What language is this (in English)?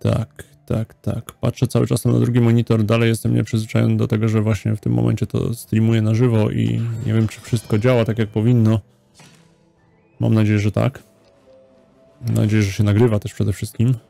Polish